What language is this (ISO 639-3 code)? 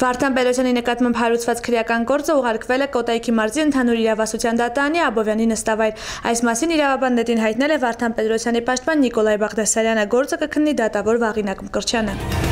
hye